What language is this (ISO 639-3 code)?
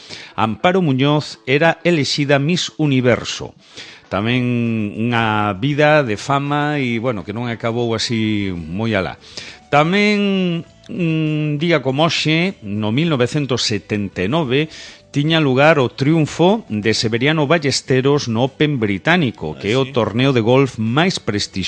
glg